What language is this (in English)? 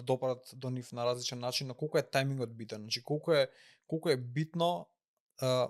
Macedonian